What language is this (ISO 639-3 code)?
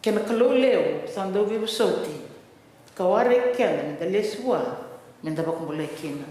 fij